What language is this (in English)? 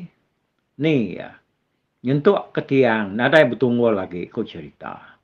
Iban